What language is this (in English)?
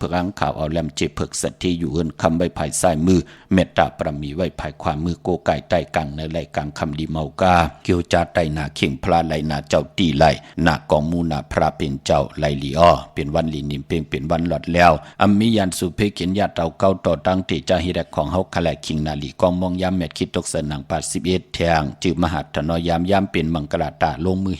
Shan